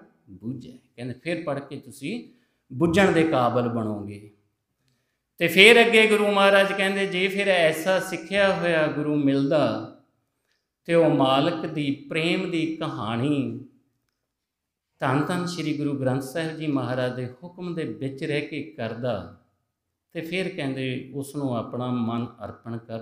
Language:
Punjabi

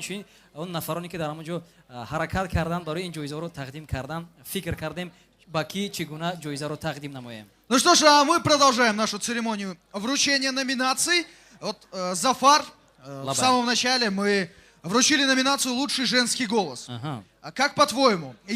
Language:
Tajik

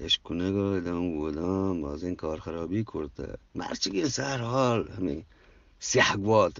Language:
Eastern Balochi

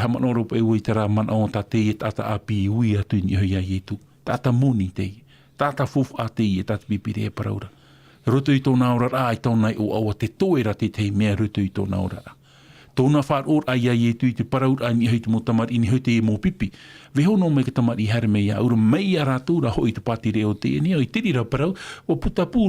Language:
Tahitian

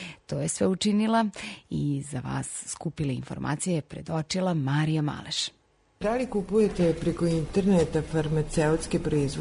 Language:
Serbian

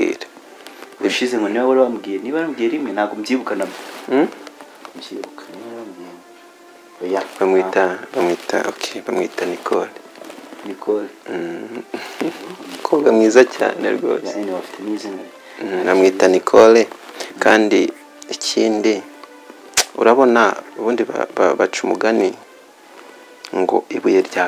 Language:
Kinyarwanda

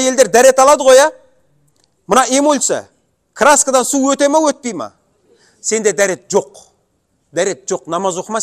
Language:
Kazakh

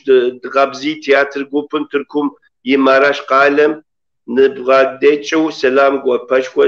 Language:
Kabardian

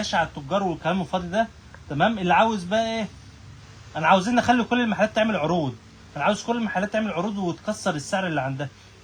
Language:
Egyptian Arabic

